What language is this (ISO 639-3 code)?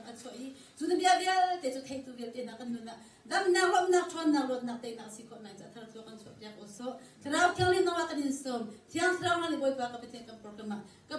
cnh